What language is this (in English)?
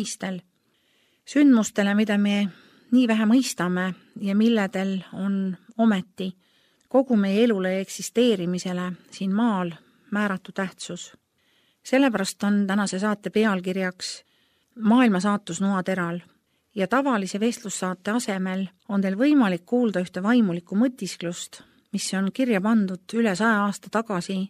Estonian